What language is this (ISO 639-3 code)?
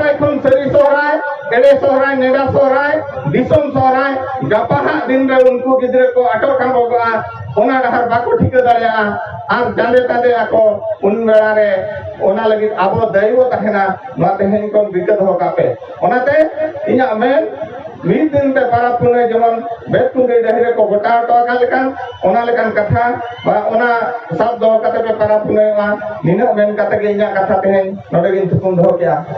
sat